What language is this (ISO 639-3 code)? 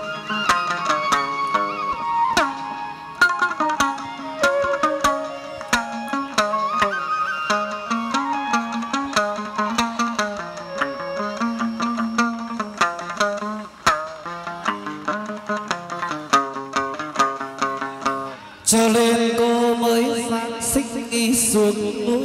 vie